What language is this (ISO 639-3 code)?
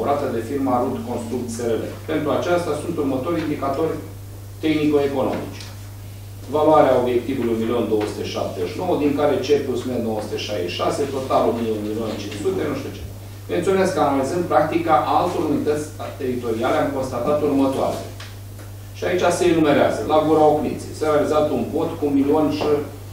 ron